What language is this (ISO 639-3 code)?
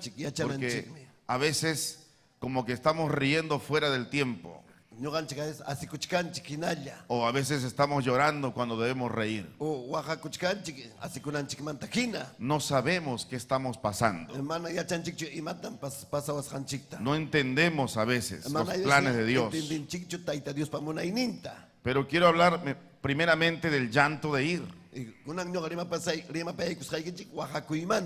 quy